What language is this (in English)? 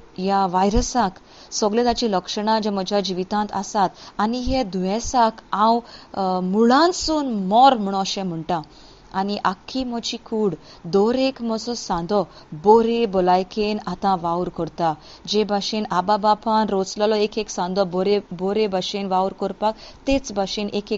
Konkani